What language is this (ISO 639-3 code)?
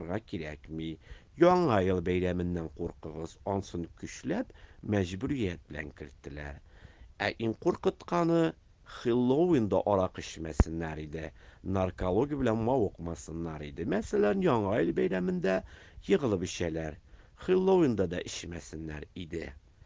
tat